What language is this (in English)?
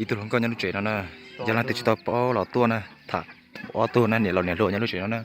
Hmong